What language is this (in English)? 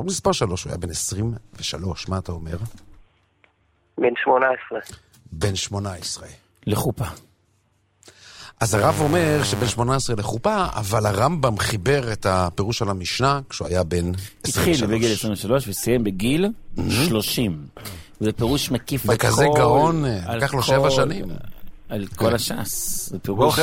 Hebrew